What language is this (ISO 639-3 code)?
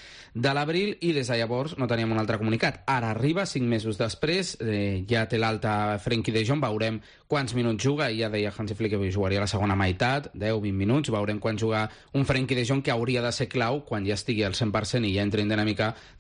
cat